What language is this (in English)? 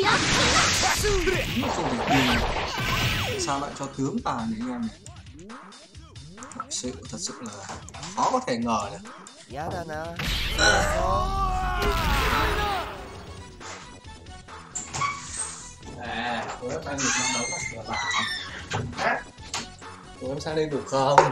Vietnamese